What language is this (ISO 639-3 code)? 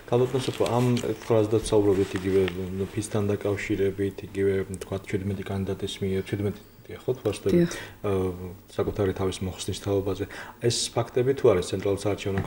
kat